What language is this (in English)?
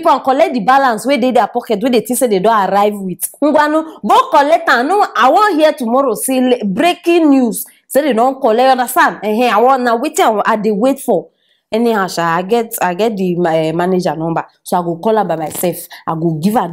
Nigerian Pidgin